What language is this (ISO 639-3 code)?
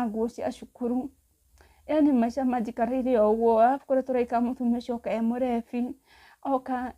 kik